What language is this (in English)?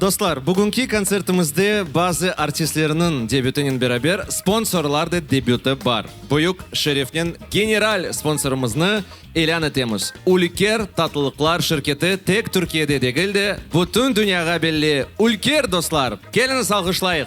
Crimean Tatar